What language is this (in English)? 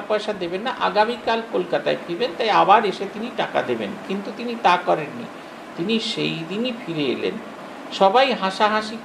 Bangla